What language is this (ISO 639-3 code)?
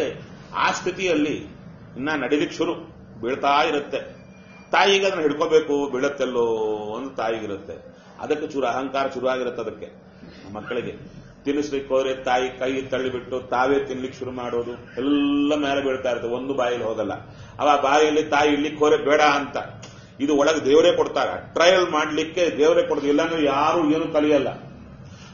kan